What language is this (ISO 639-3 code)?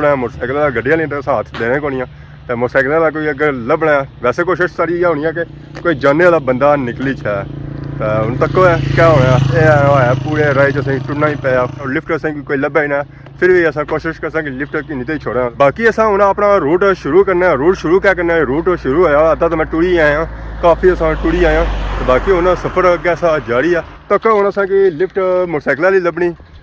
phr